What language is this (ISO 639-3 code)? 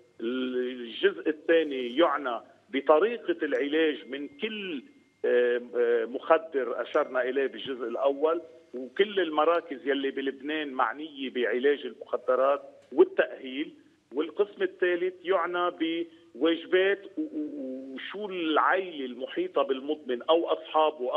apc